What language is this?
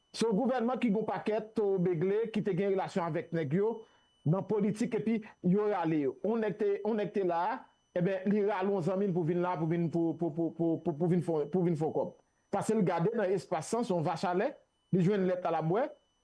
Haitian Creole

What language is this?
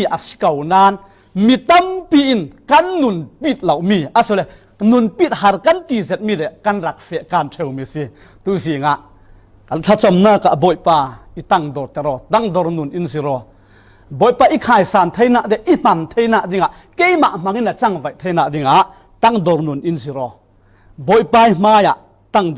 Falam Chin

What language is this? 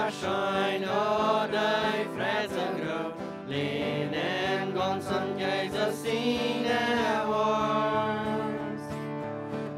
Plautdietsch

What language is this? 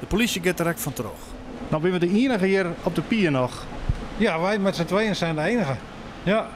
Western Frisian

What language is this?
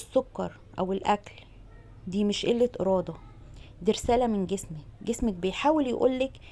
Egyptian Arabic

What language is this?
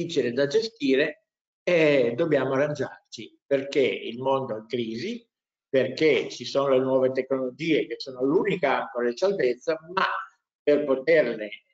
Italian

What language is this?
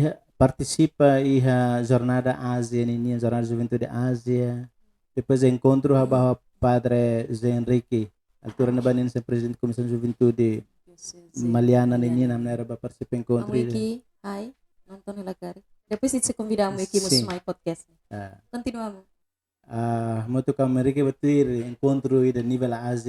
Tetum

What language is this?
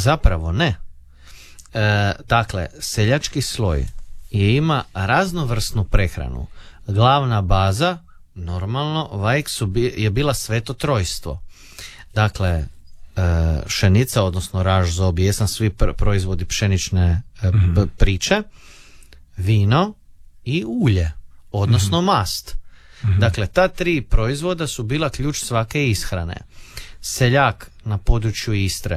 Croatian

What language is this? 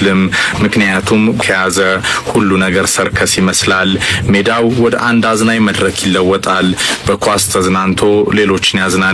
Amharic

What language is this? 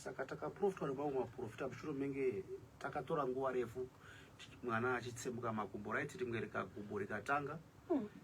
Shona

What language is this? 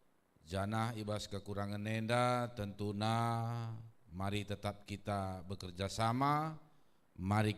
Batak Karo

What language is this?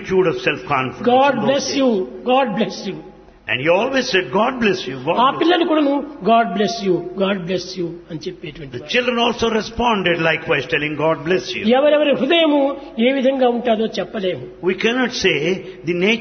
Telugu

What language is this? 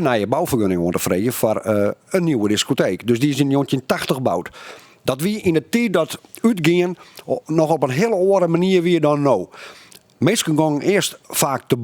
Western Frisian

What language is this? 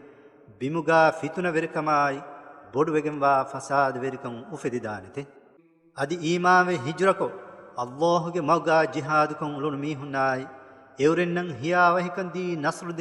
Divehi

